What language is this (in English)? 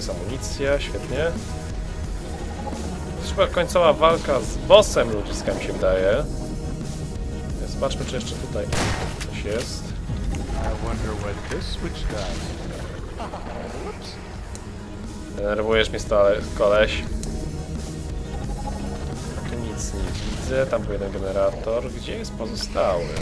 Polish